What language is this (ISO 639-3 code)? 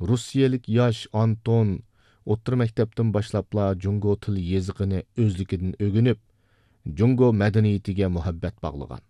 uig